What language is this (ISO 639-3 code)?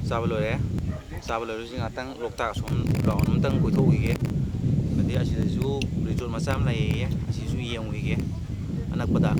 mni